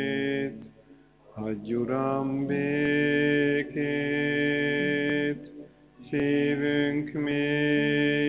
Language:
Hungarian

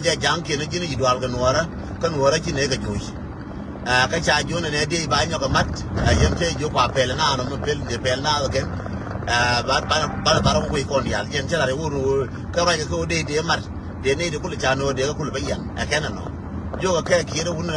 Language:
Nuer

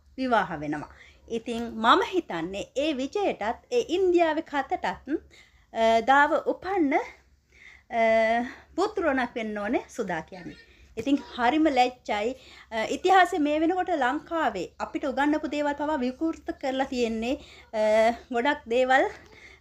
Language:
Sinhala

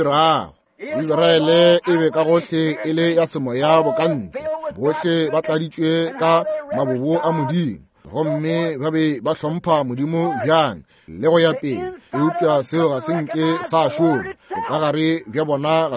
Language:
Northern Sotho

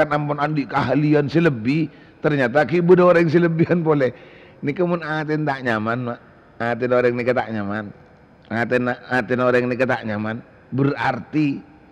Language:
Madurese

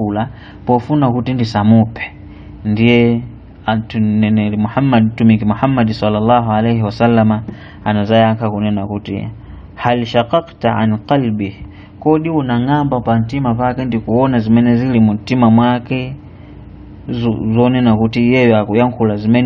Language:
Nyanja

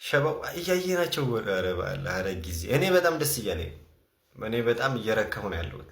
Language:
Amharic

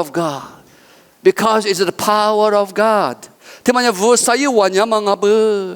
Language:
Lisu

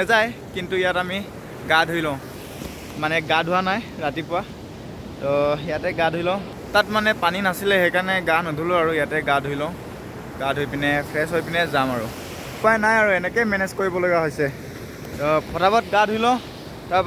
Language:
Assamese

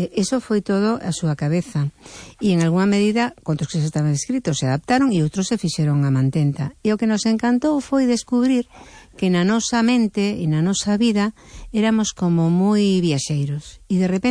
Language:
Galician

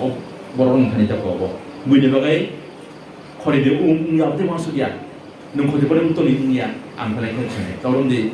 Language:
Kok Borok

